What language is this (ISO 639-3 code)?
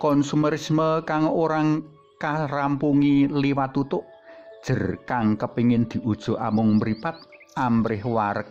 jav